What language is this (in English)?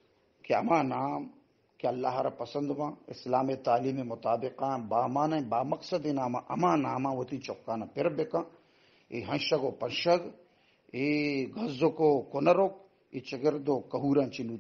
Baluchi